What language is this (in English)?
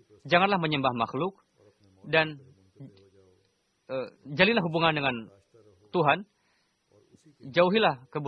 Indonesian